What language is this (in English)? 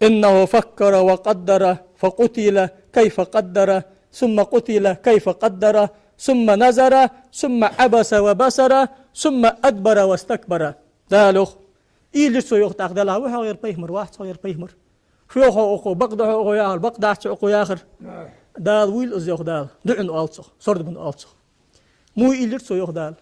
Ingush